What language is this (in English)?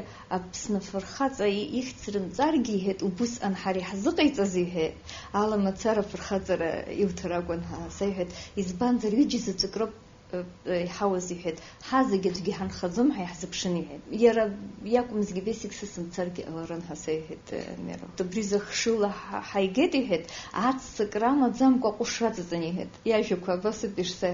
Abkhazian